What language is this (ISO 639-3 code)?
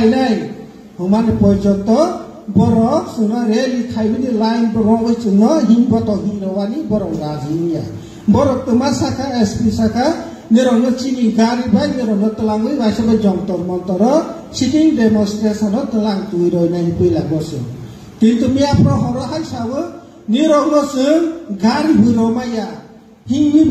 trp